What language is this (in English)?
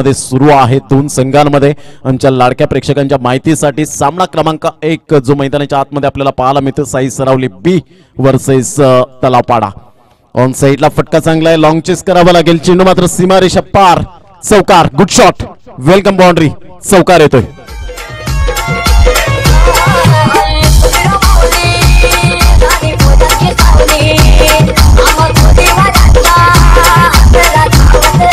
Marathi